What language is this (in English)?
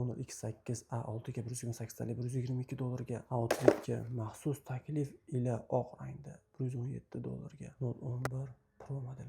Uzbek